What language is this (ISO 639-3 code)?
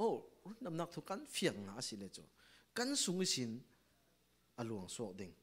cfm